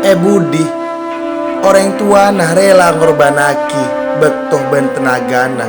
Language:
Madurese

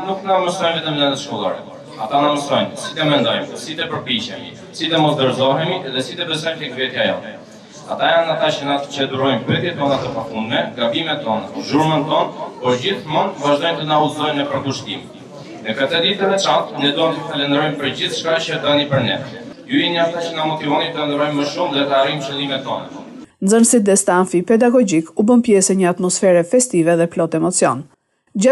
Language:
Albanian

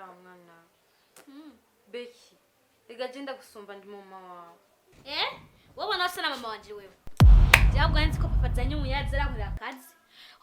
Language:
Rundi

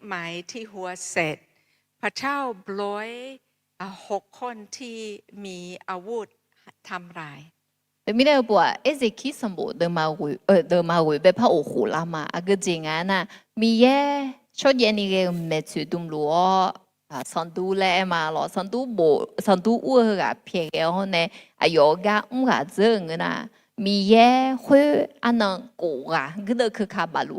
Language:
Akha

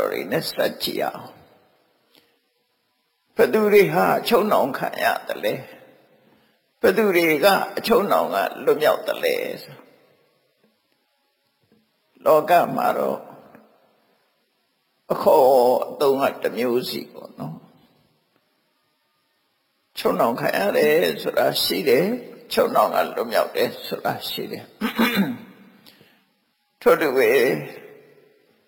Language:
Burmese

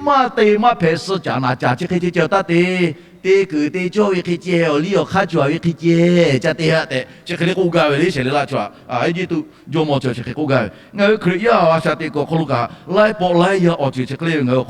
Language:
Lahu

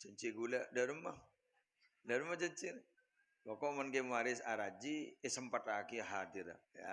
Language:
Madurese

